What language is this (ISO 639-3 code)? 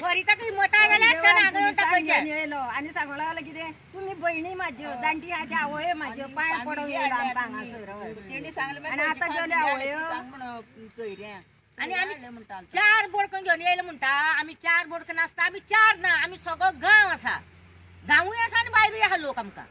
kok